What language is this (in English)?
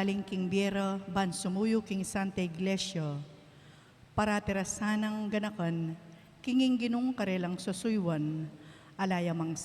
Pampanga